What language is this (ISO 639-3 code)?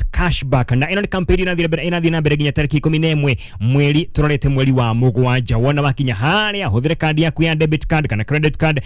kik